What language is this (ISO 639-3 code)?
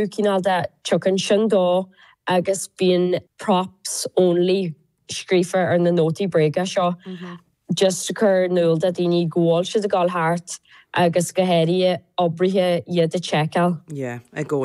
gle